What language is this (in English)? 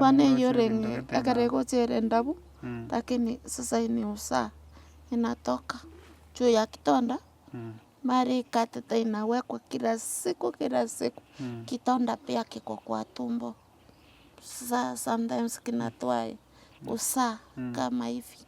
Gusii